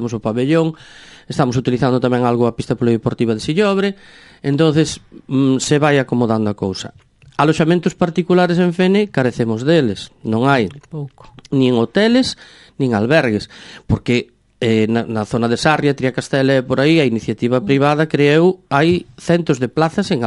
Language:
Galician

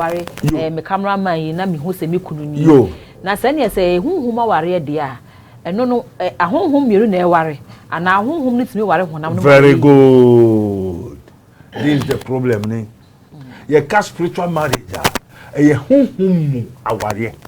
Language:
Akan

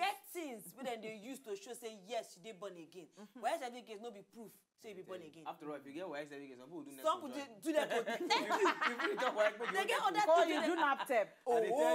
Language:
Nigerian Pidgin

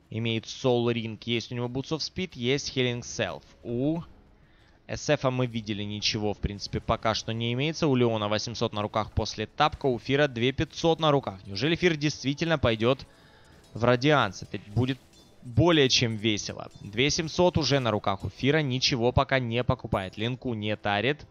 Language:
Russian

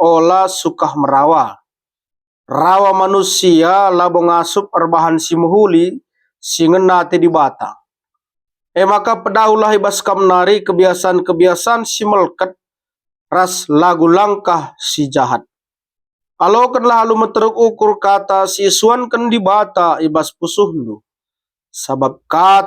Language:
Batak Karo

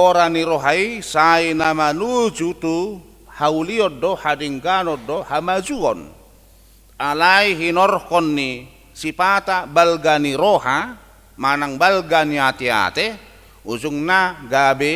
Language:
Batak Toba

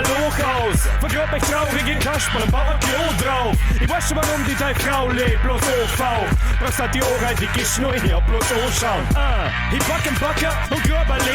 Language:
Bavarian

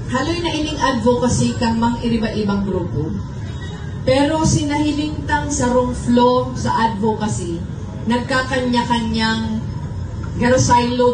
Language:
Bikol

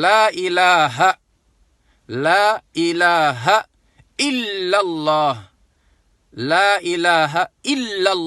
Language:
Wolof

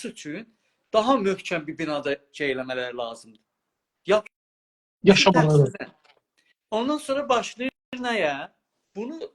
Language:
South Azerbaijani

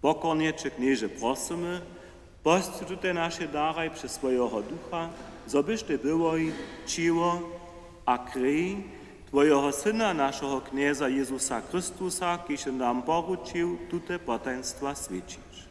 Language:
Upper Sorbian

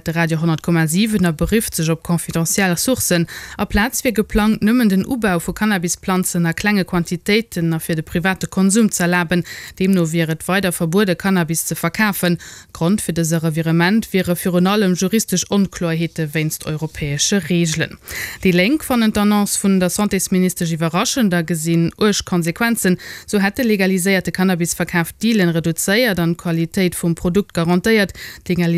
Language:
Luxembourgish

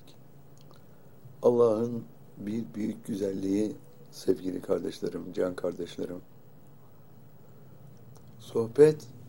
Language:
Turkish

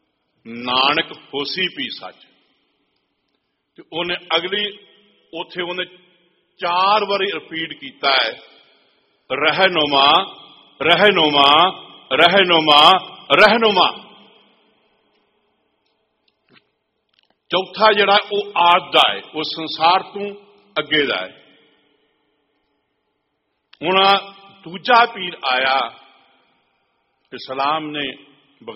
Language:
Punjabi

